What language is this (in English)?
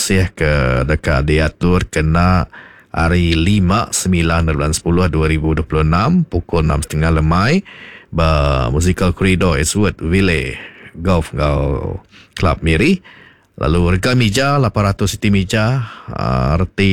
Iban